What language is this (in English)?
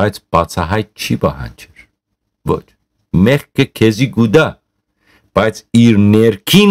Western Armenian